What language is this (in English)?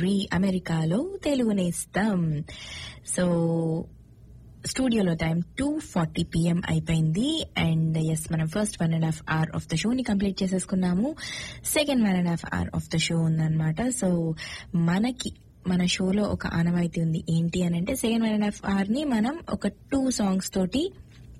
Telugu